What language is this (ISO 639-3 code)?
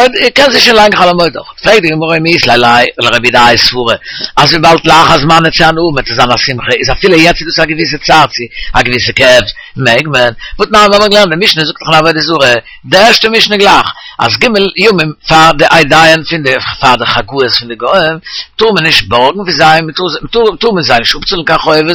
yid